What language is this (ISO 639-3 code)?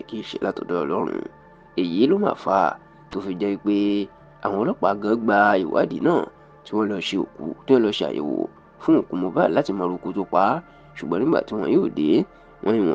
yor